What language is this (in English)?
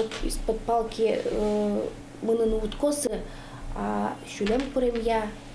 Udmurt